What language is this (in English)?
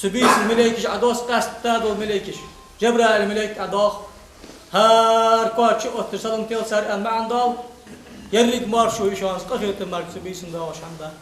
Ingush